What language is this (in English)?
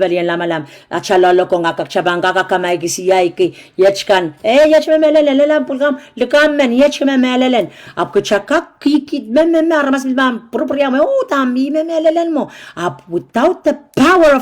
Pohnpeian